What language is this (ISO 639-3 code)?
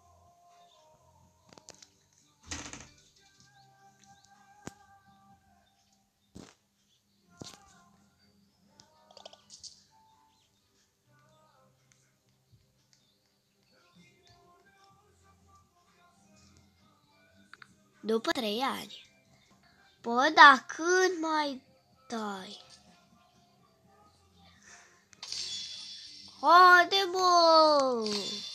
ron